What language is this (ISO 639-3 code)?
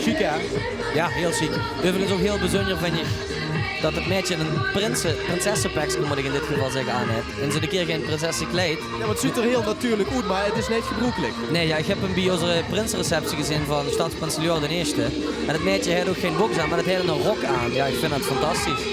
lim